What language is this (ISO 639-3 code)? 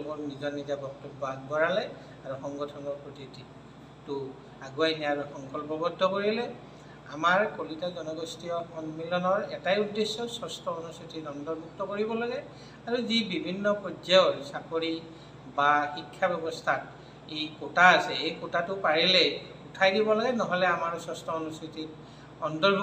asm